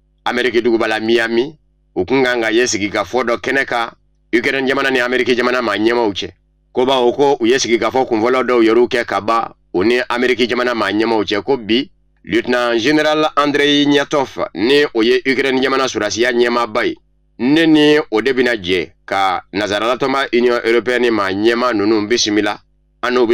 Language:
Bambara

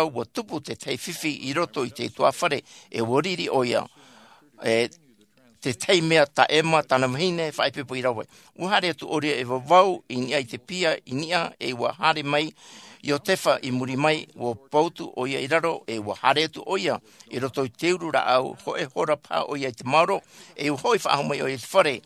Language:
Tahitian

